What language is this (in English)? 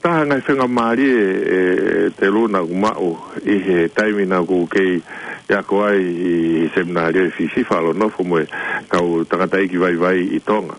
Tongan